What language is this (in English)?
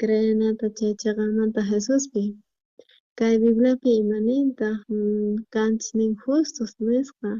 South Bolivian Quechua